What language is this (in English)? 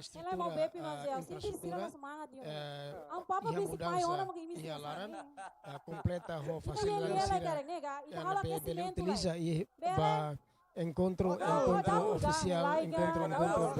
Tetum